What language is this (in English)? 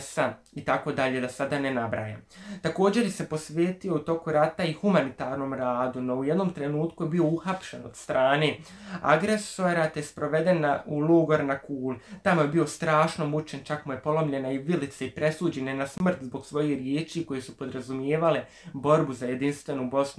Bosnian